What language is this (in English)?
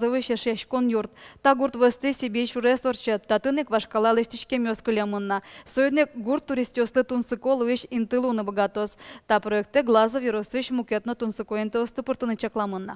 Udmurt